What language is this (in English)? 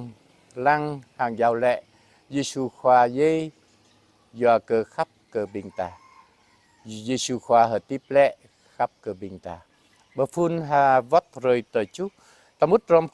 Jarai